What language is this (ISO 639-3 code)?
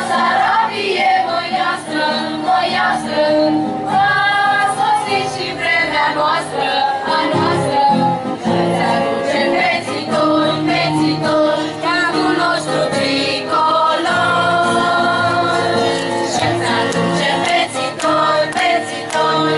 ron